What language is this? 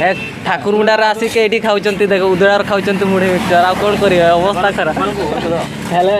Santali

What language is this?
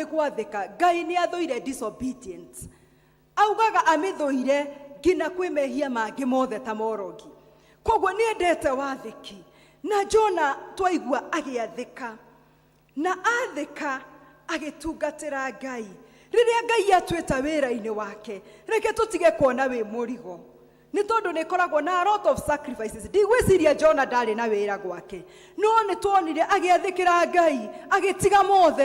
Kikuyu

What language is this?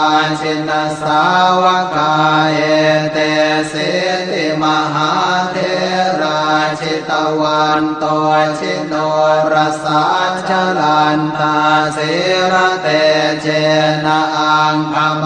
Pali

